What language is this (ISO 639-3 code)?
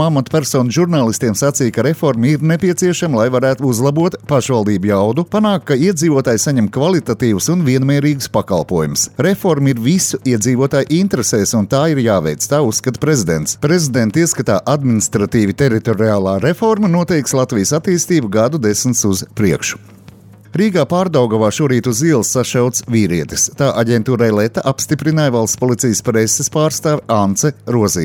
lav